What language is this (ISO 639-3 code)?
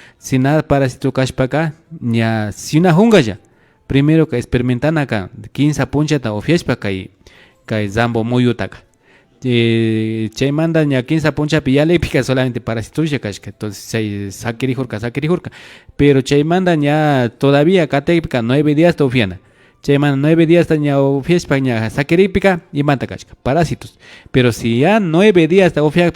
qvi